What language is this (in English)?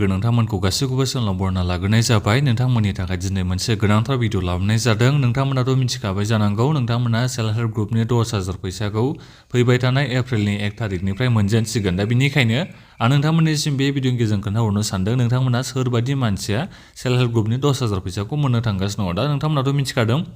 Bodo